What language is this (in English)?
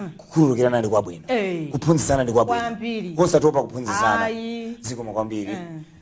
Nyanja